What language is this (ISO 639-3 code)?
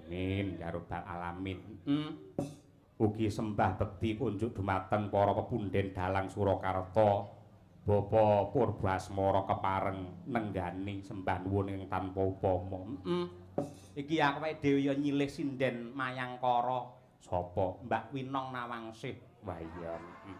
jav